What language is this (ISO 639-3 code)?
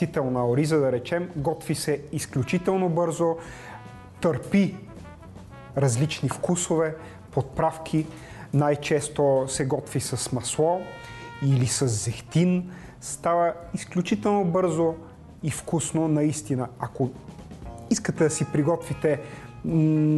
bul